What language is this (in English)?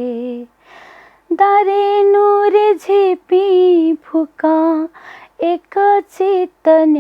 Newari